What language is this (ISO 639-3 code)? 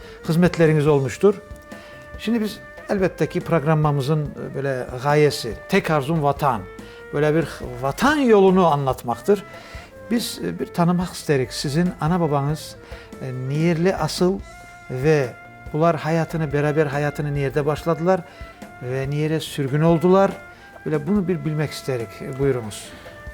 crh